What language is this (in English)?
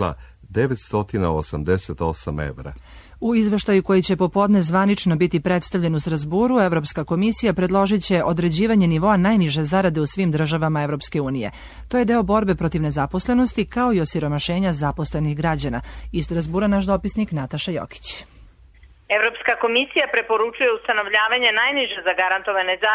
Serbian